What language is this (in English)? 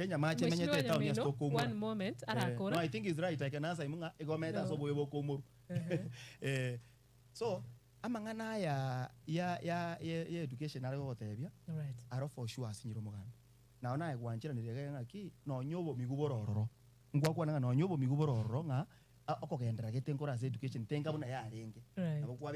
Gusii